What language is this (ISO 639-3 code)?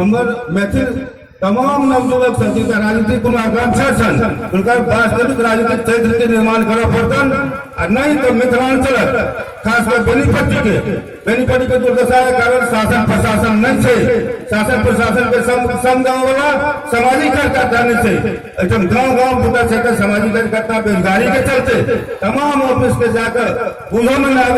mai